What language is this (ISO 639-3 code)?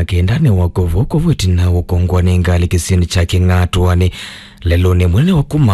kam